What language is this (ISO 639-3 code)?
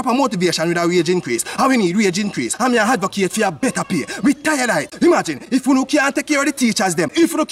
jam